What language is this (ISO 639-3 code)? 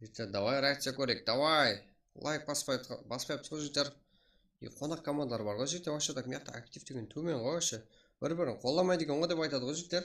kaa